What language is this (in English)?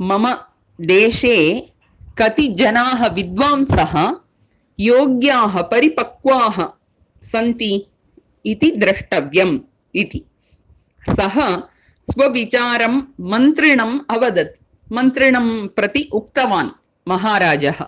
Sanskrit